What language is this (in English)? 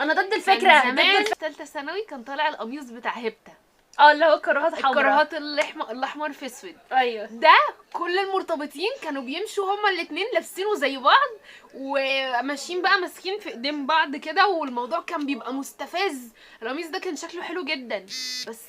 Egyptian Arabic